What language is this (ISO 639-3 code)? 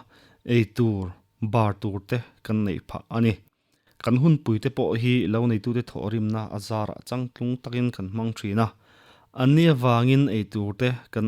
lus